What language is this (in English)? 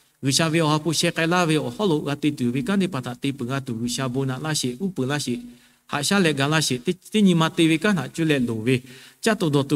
Lahu